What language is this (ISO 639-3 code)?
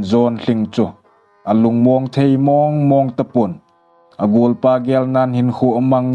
tcz